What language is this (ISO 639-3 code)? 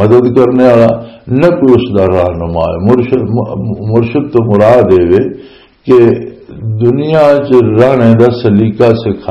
lah